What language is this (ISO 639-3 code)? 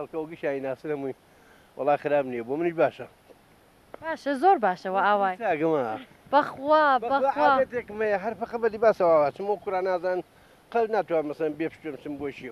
ckb